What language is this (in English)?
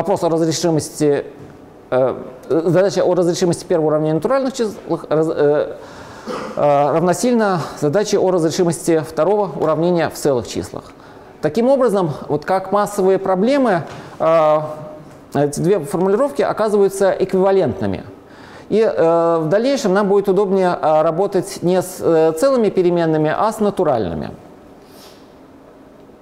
Russian